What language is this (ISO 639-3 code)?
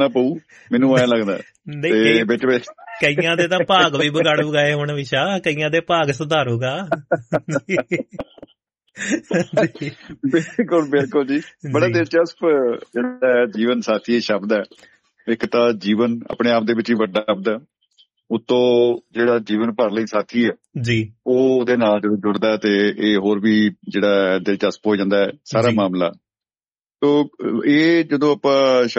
pan